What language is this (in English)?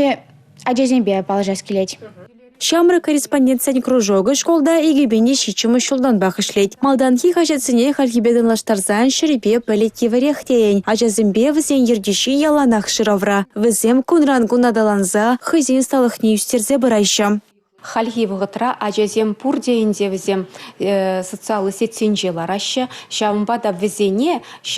Chuvash